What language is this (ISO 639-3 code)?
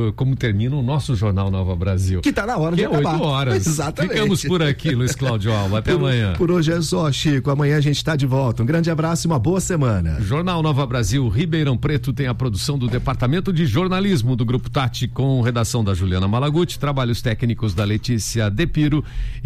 por